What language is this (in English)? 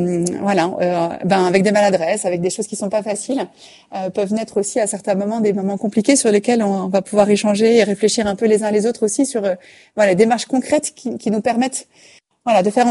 French